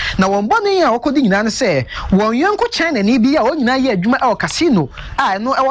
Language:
Akan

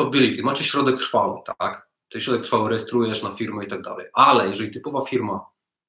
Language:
Polish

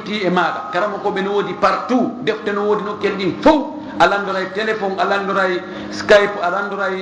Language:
Fula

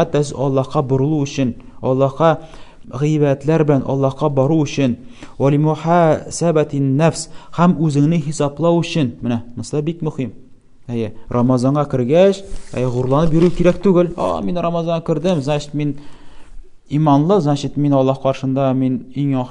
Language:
Tatar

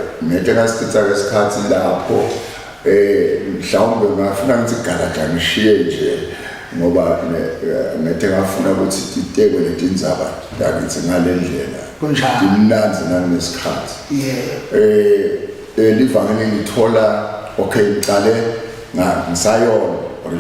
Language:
Zulu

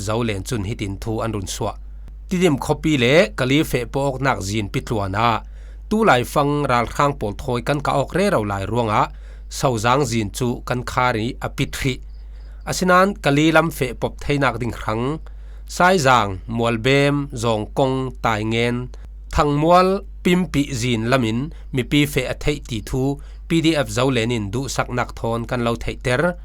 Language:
Falam Chin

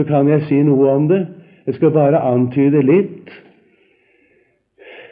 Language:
Norwegian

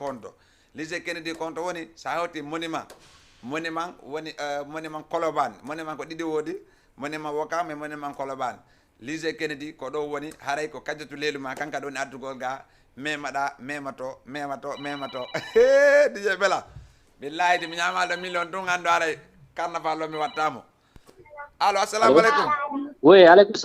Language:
Fula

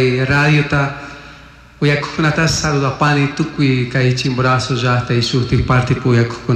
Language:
Chimborazo Highland Quichua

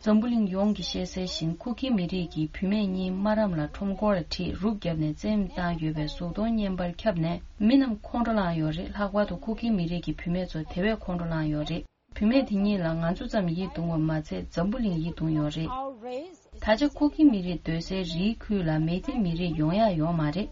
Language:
Tibetan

